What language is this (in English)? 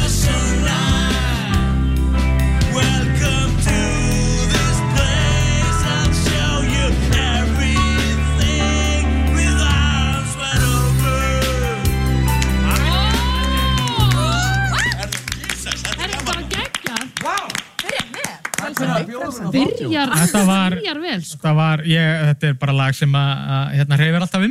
Icelandic